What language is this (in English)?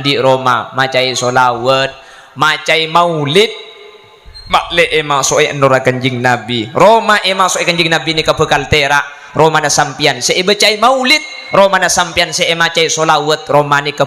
Madurese